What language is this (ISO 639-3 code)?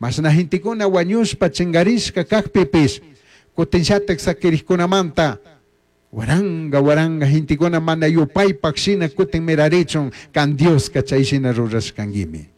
qug